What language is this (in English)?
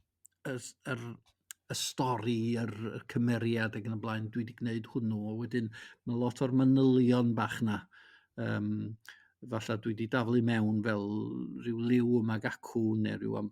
Welsh